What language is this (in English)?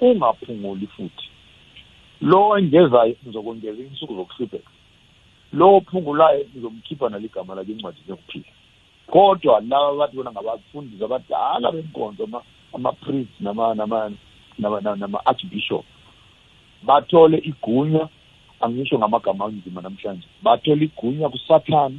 South Ndebele